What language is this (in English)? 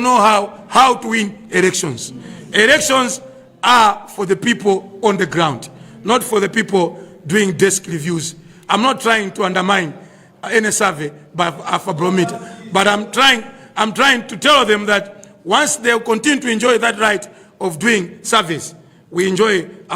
Nyanja